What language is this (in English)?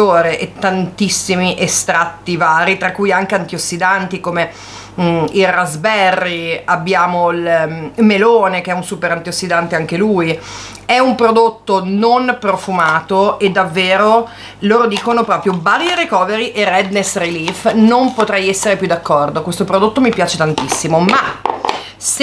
Italian